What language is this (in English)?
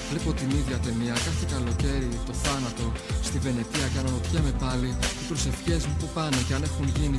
Greek